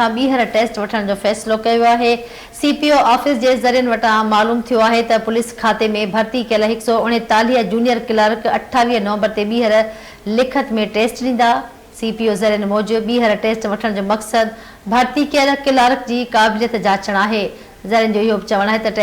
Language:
Sindhi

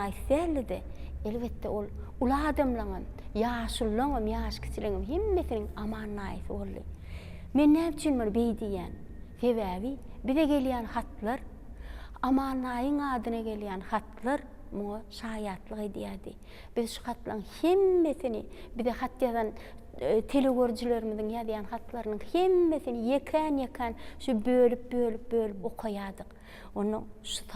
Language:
Turkmen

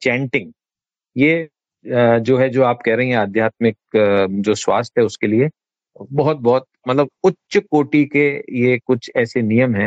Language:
Hindi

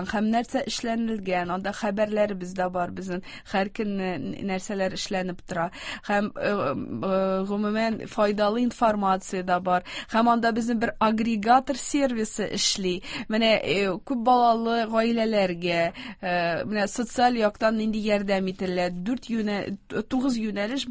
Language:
Tatar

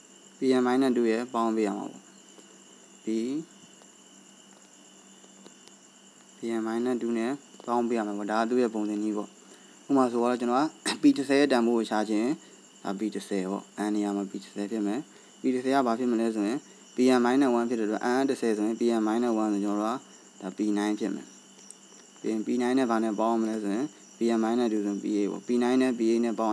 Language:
Burmese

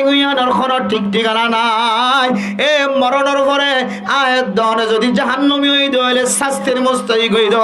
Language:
Rohingya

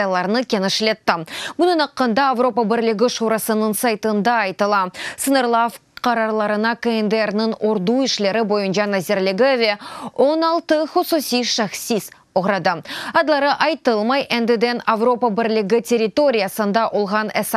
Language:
Crimean Tatar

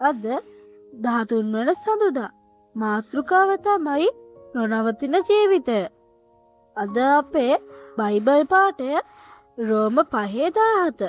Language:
Sinhala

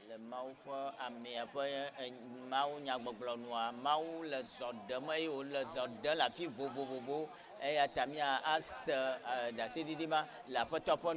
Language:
Ewe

